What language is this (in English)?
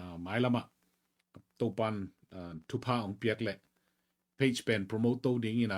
Tedim Chin